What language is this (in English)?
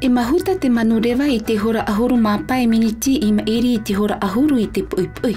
Tahitian